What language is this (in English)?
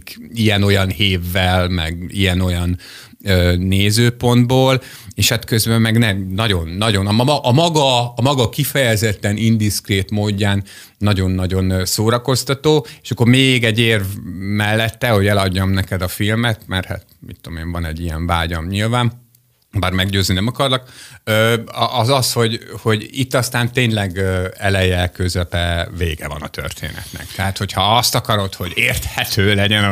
Hungarian